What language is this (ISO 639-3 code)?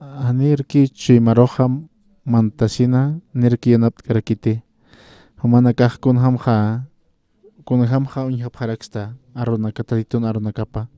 aym